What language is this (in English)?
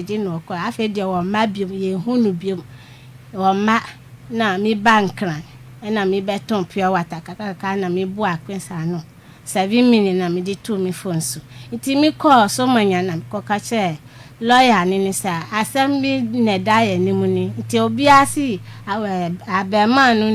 Akan